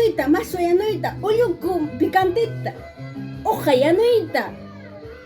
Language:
Ayacucho Quechua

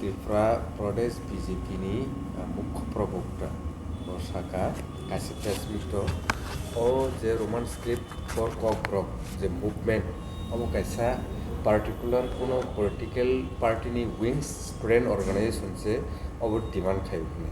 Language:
Kok Borok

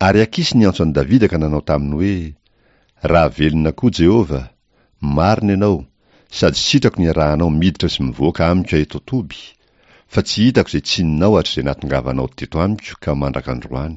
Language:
Malagasy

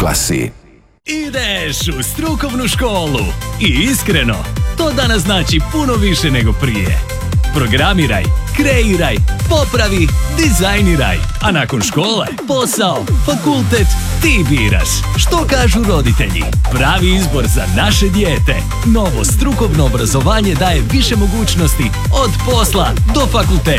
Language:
Croatian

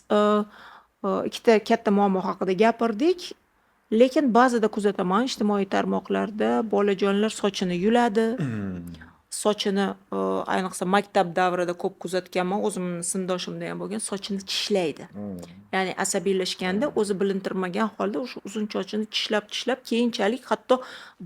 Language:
Uzbek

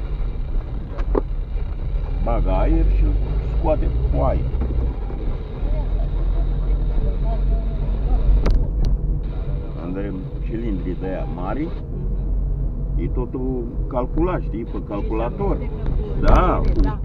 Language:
Romanian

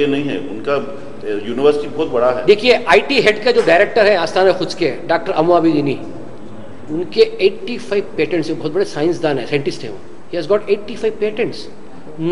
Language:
Urdu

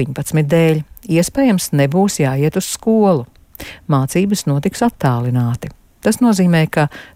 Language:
Latvian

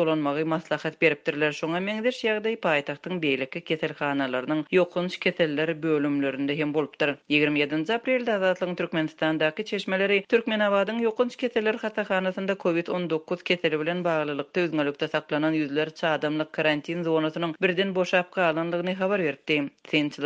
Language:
Turkmen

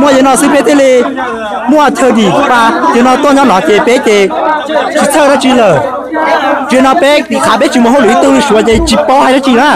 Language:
Hmong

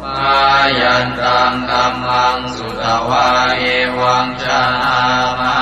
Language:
Pali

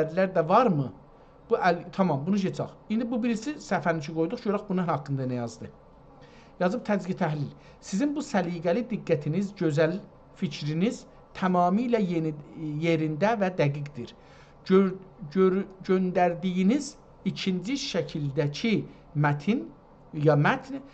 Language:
South Azerbaijani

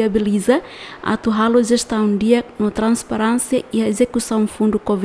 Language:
Tetum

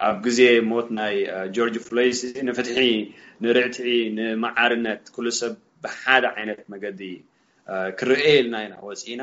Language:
Tigrinya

